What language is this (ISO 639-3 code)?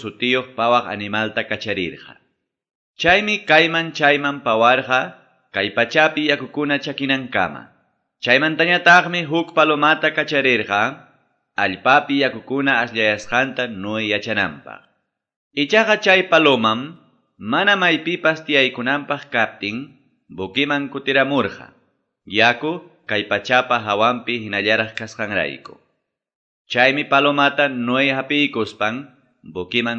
que